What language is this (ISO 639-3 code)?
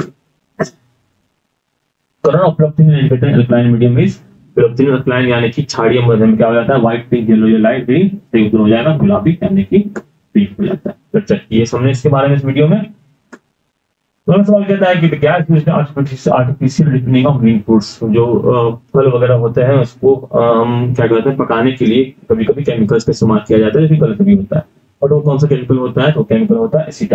hin